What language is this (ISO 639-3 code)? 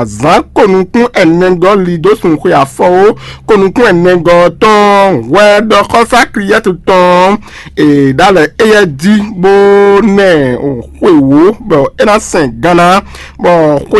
fon